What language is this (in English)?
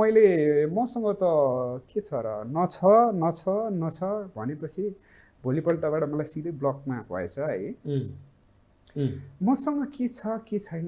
Nepali